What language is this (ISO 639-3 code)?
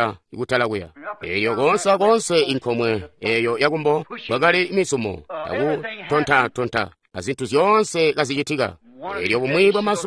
toi